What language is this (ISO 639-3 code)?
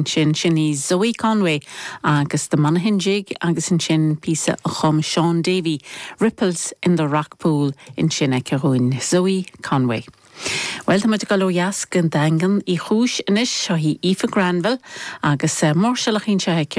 gle